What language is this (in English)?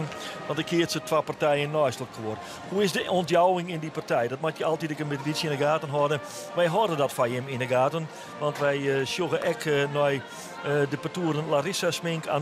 Western Frisian